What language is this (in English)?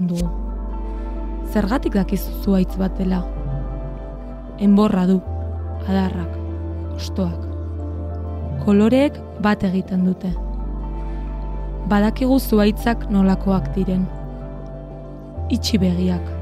Basque